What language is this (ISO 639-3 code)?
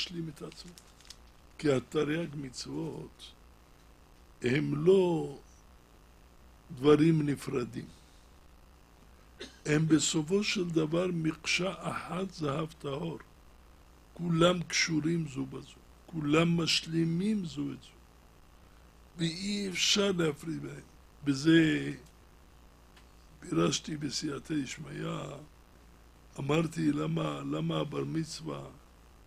heb